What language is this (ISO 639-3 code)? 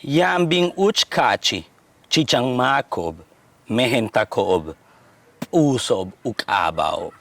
yua